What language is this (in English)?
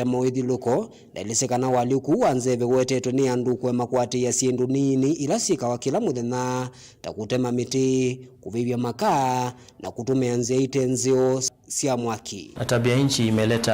Kamba